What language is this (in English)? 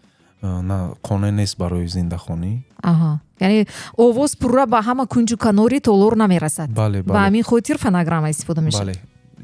Tajik